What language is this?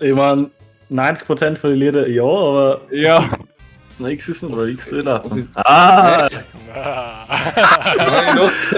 Bavarian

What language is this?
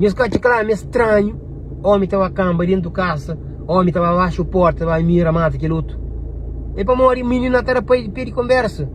Kabuverdianu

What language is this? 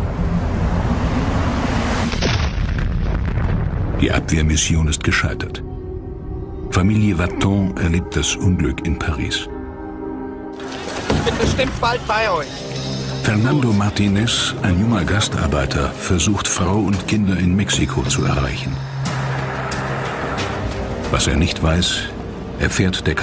German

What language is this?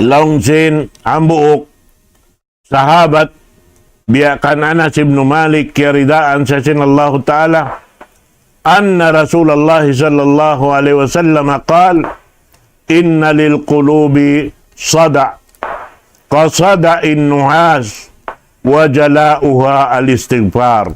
Tausug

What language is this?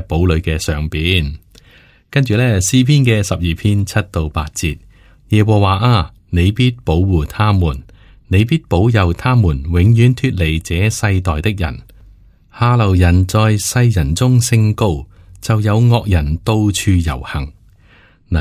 Cantonese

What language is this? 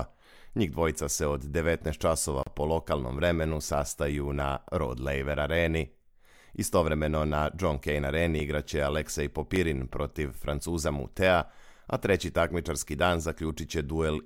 Serbian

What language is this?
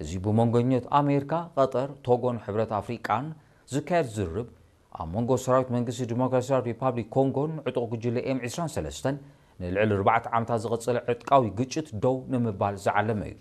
Tigrinya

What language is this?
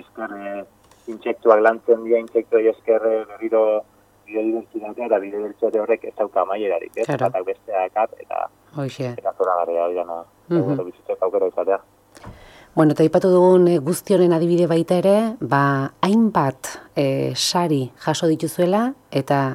Basque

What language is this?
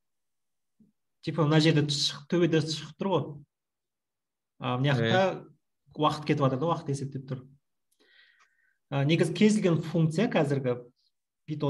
Kazakh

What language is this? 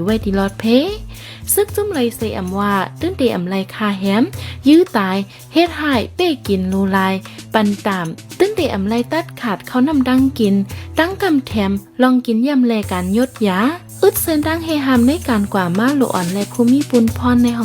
Shan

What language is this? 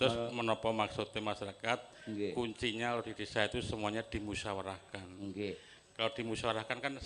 Javanese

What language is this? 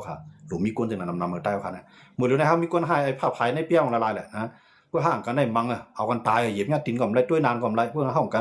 Shan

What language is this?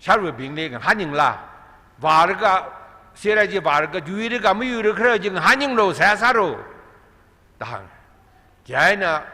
Tangkhul Naga (India)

